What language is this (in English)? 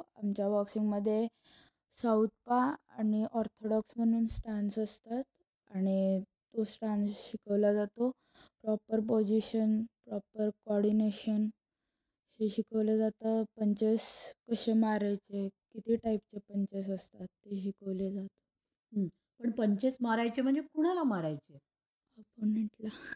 Marathi